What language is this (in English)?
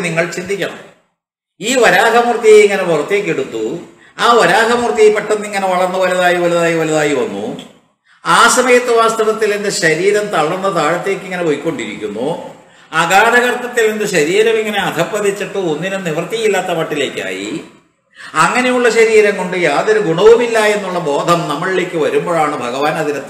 Malayalam